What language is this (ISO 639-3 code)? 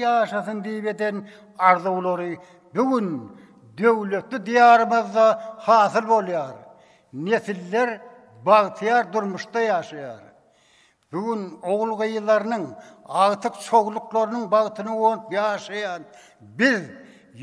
tuk